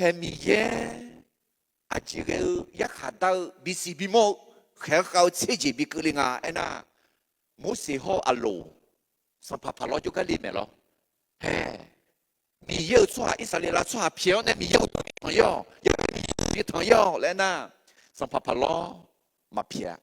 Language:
Akha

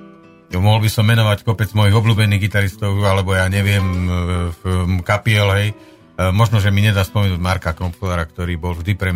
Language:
Slovak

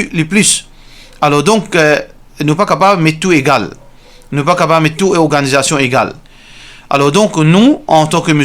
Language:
Morisyen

